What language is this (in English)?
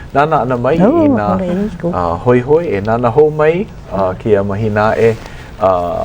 Hawaiian